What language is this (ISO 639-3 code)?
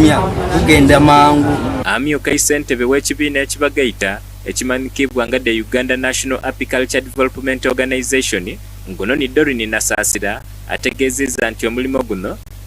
xog